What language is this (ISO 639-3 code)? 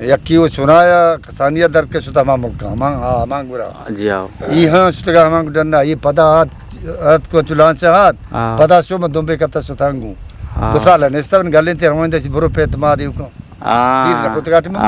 bgp